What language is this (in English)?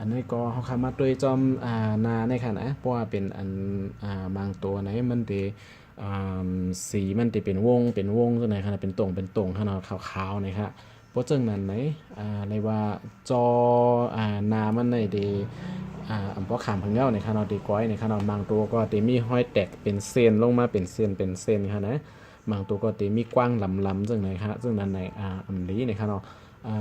Shan